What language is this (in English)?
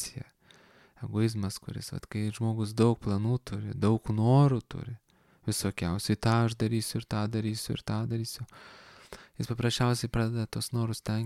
Lithuanian